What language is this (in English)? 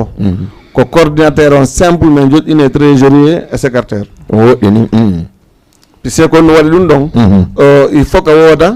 Fula